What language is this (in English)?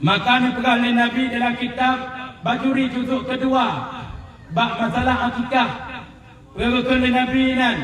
Achinese